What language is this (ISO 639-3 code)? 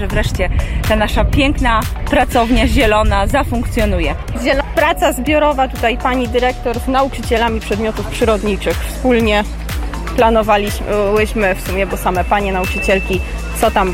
pol